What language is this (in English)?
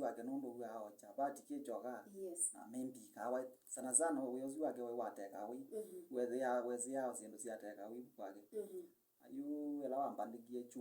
Kamba